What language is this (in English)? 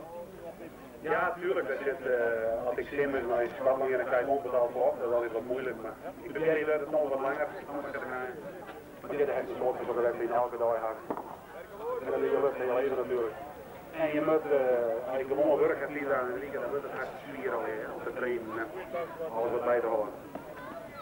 Dutch